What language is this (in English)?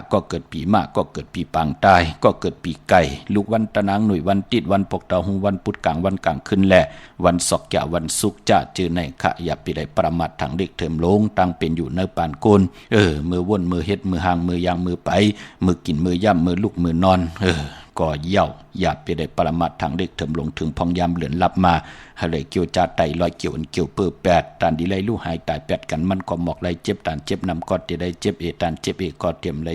Shan